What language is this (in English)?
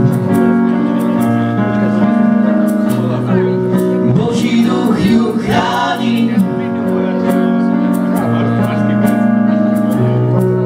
Slovak